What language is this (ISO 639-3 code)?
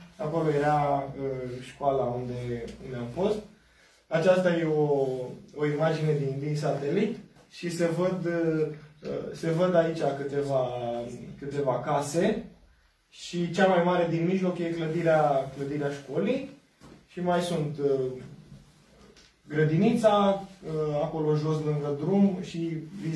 ron